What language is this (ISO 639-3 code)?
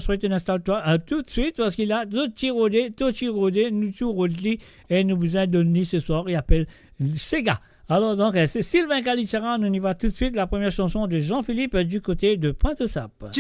mfe